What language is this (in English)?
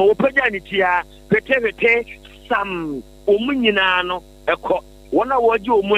Akan